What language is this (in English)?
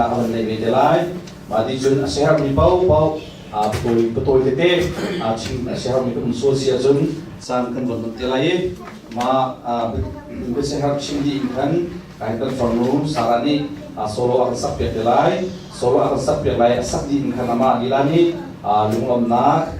Hakha Chin